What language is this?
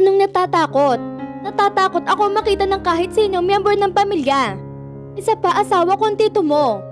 Filipino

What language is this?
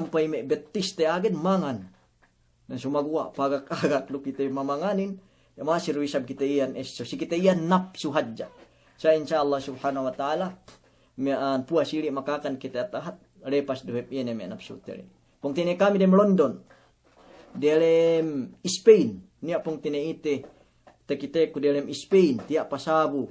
Yakan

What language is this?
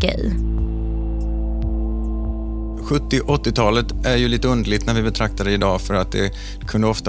Swedish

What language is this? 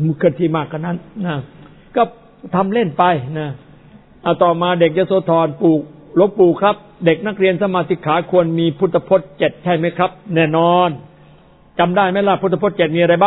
Thai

